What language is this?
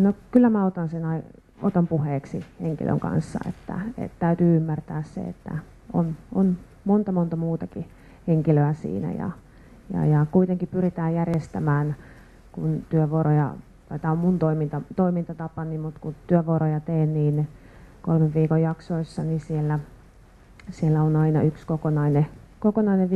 Finnish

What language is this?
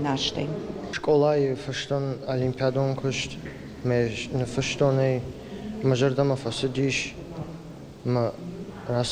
Ossetic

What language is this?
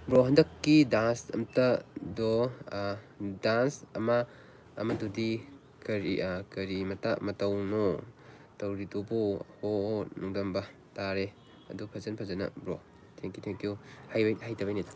Manipuri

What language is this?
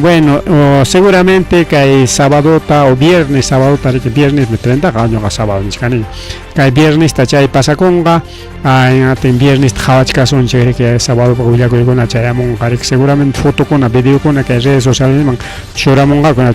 Ayacucho Quechua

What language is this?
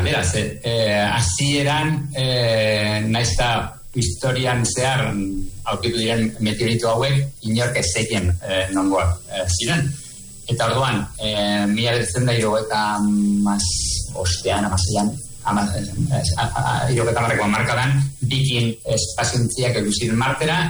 Basque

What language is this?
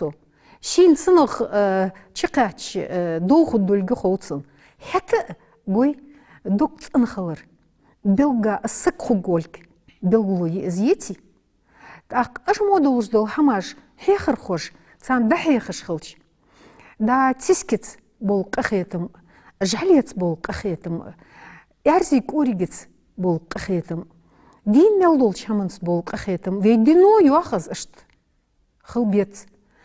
Ingush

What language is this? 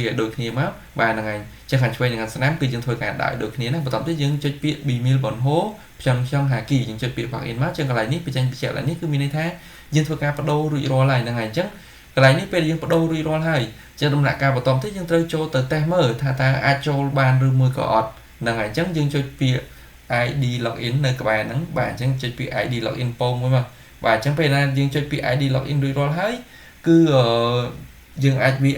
Khmer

